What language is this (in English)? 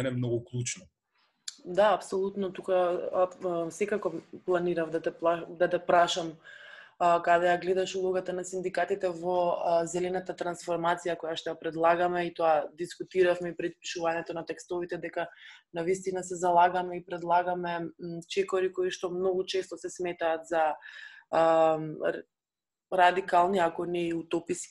Macedonian